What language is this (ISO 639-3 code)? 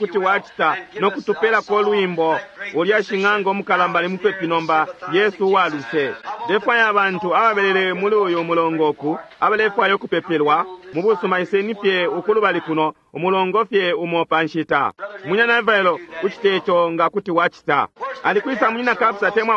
bem